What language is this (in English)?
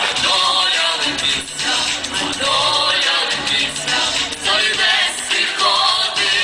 Rusyn